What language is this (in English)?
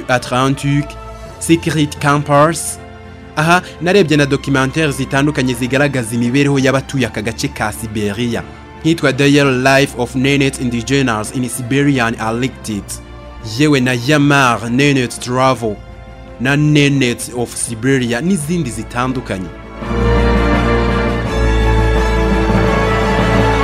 Kinyarwanda